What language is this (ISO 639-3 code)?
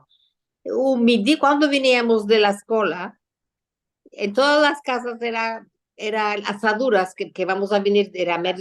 lad